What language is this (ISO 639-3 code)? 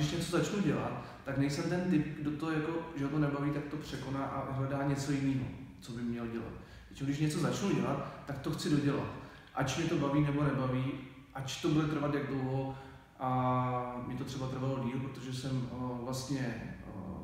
ces